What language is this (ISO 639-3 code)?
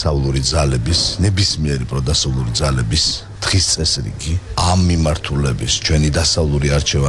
kat